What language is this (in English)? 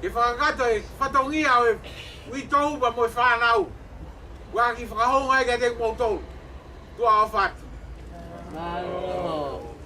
Tongan